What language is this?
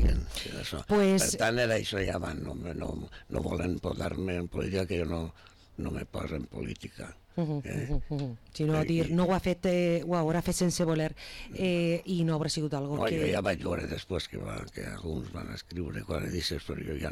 Catalan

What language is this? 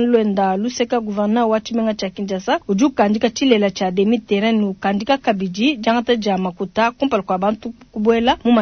Luba-Lulua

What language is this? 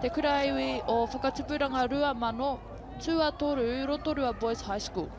Māori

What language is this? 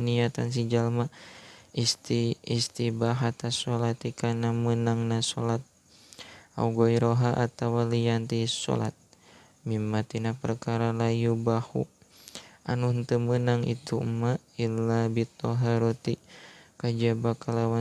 Sundanese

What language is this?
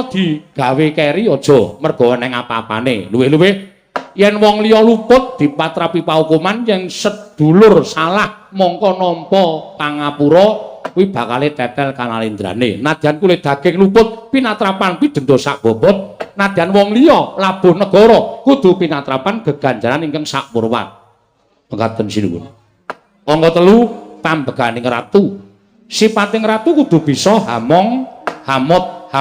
Javanese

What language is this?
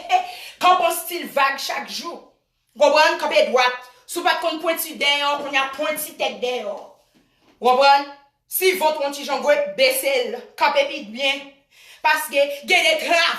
Haitian Creole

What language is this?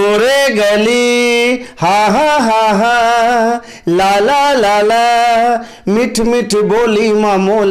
Chhattisgarhi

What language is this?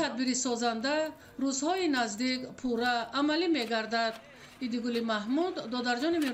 Tajik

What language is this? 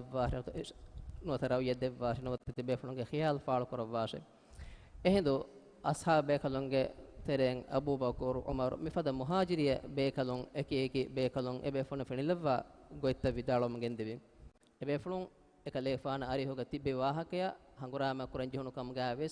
Divehi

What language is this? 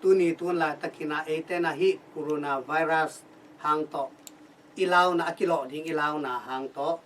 Tedim Chin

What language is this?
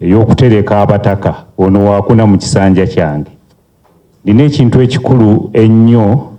Ganda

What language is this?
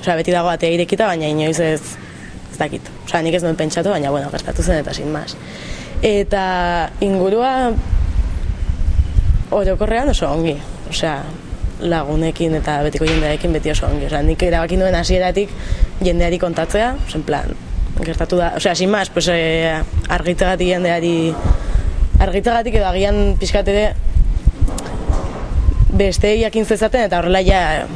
Basque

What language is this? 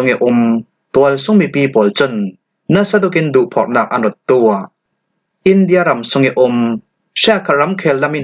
Falam Chin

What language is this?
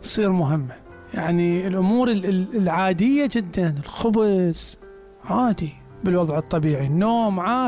Mesopotamian Arabic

